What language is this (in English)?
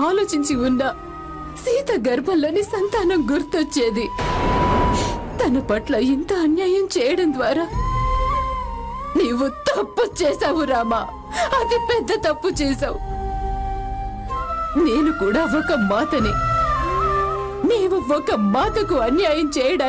Telugu